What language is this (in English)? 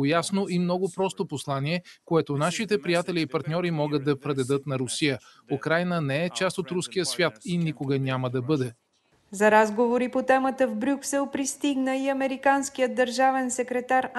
Bulgarian